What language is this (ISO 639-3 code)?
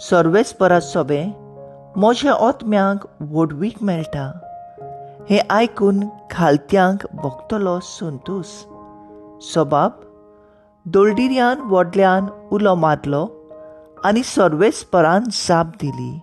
kok